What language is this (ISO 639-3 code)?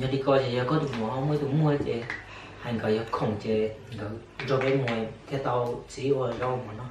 hmn